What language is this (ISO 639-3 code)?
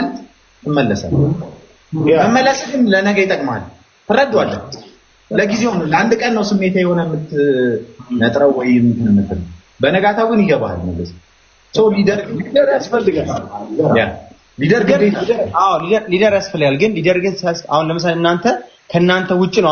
amh